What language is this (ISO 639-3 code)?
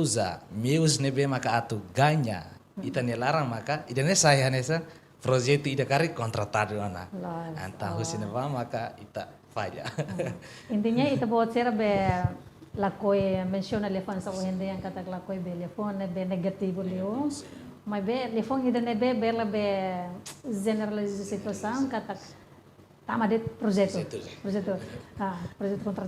tet